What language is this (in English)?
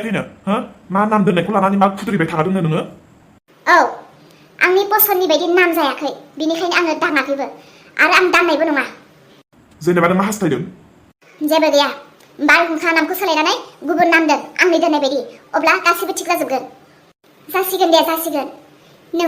Bodo